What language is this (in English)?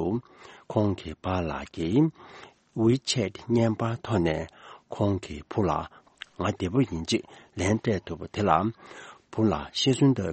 Tibetan